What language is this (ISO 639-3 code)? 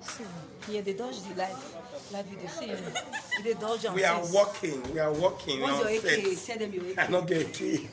pcm